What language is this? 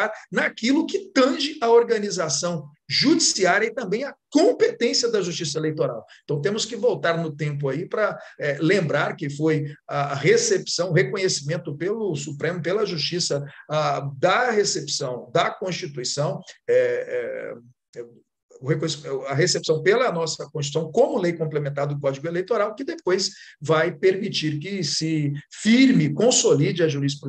Portuguese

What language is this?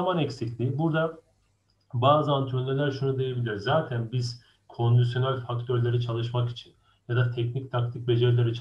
Turkish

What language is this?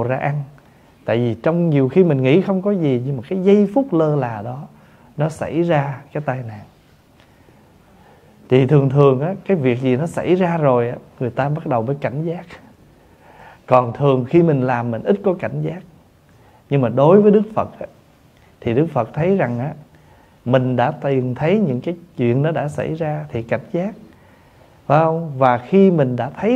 Vietnamese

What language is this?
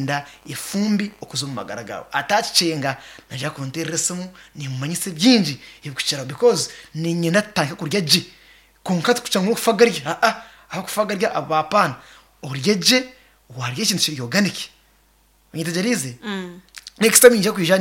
Nyankole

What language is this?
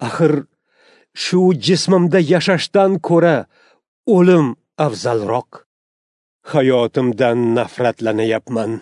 Uzbek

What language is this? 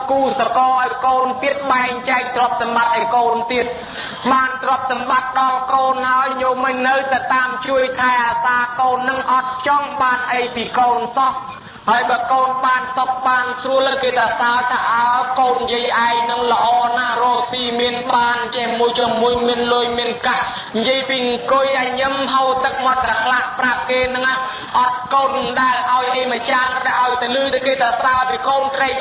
Khmer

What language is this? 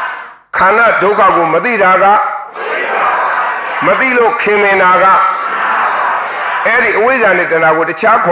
Burmese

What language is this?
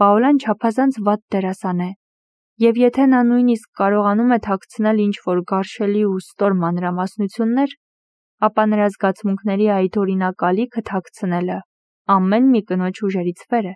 Armenian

